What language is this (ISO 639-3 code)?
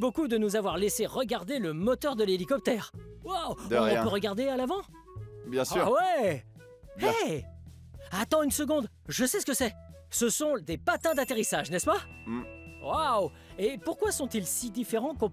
fra